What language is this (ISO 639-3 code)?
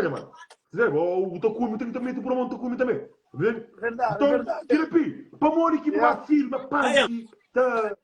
kea